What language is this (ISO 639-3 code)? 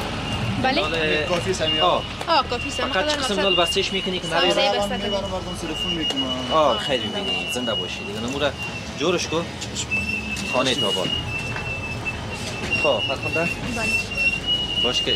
fas